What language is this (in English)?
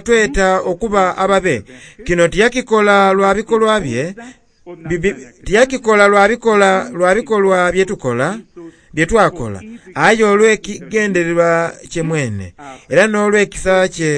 Soga